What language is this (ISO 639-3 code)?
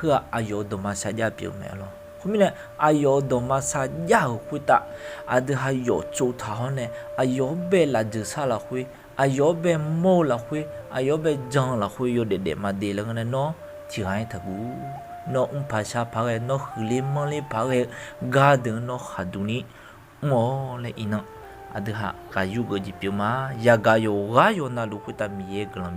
ahk